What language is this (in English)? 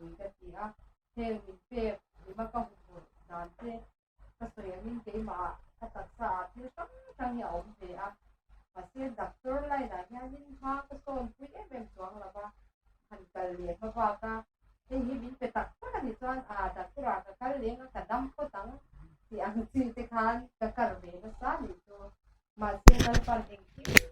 Mizo